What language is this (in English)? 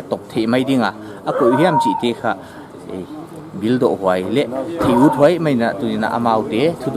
Paite Chin